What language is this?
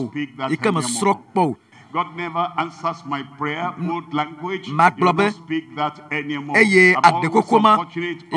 Ewe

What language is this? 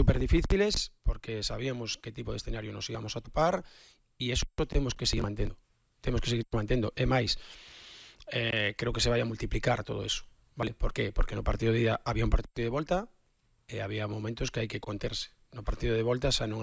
Galician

